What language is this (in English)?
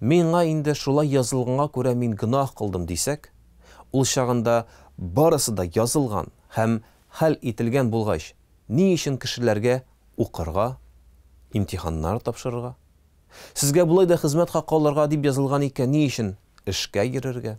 Tatar